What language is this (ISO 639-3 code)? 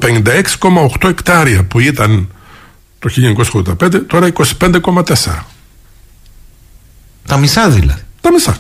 ell